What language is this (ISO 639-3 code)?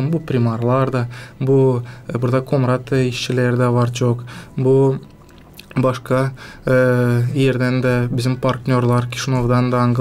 gag